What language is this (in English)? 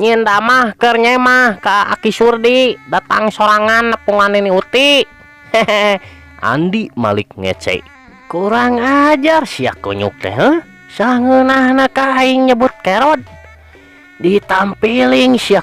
Sundanese